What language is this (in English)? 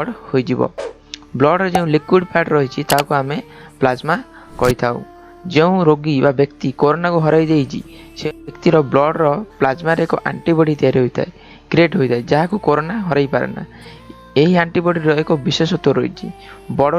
Odia